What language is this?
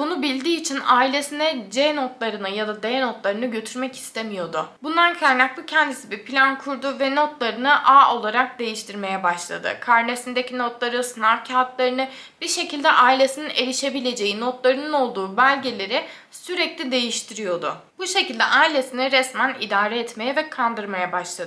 Turkish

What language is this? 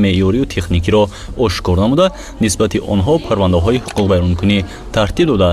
Tajik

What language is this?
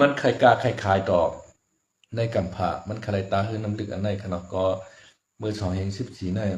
Shan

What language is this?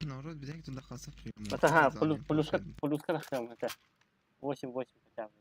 Yakut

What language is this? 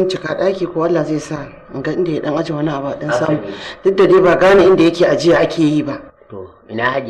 Hausa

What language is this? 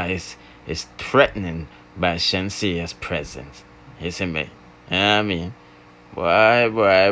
Jamaican Creole English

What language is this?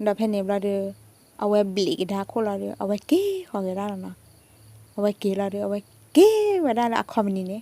S'gaw Karen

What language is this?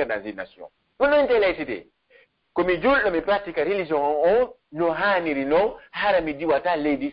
Pular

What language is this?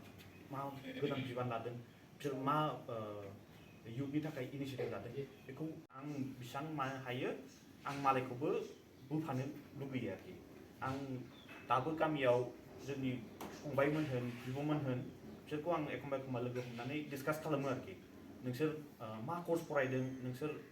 Bodo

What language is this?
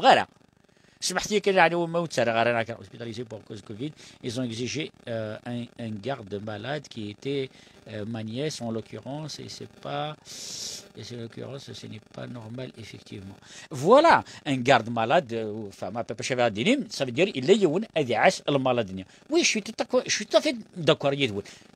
Kabyle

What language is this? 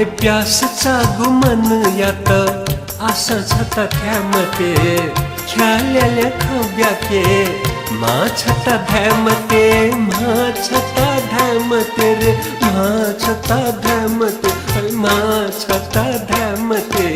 Newari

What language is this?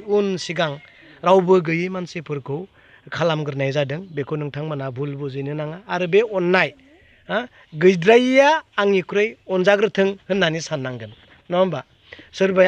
Bodo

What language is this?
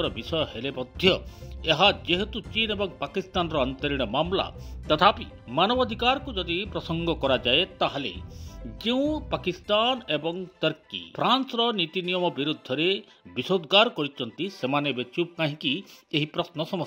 Odia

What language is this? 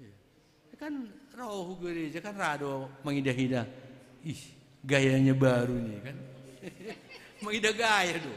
Batak Simalungun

